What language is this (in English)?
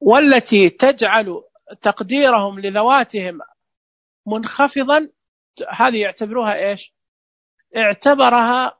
Najdi Arabic